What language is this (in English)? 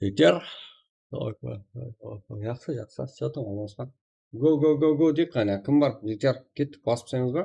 Kara-Kalpak